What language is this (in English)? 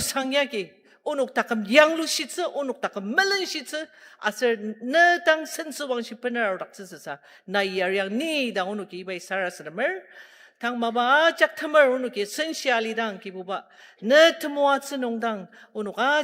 Ao Naga